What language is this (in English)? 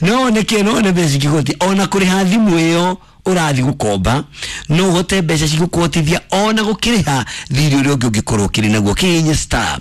Kikuyu